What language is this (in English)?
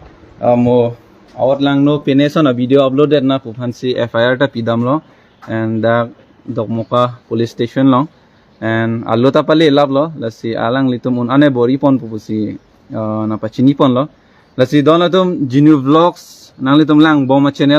Karbi